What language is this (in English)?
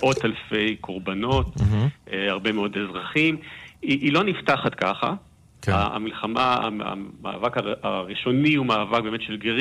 Hebrew